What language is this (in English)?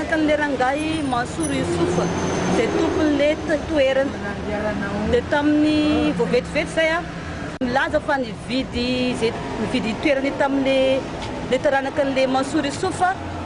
Malagasy